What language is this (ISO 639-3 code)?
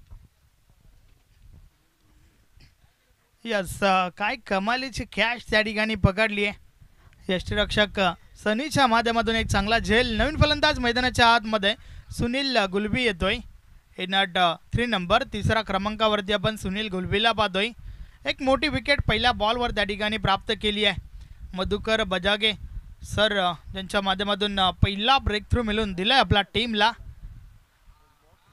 mar